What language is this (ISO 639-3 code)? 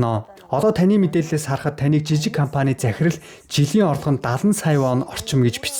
mon